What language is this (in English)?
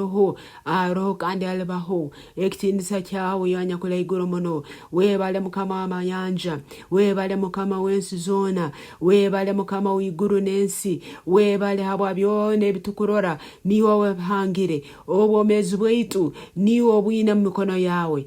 Nyoro